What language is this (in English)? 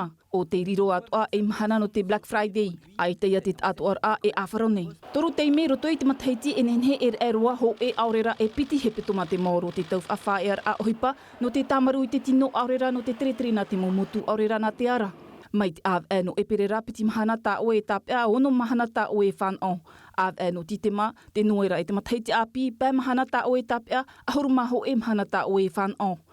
Tahitian